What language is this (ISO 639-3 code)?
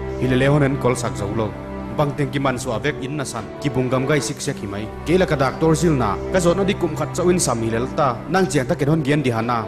pck